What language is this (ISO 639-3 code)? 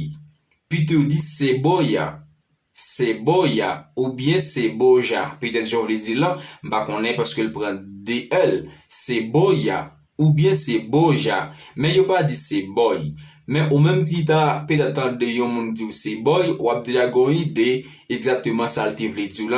hat